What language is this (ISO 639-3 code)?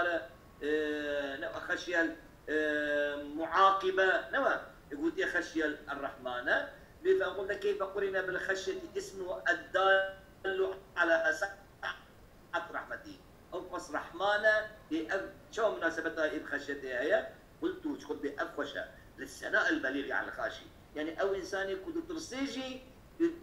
kur